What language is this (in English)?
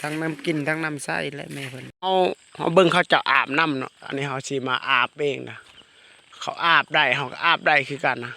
Lao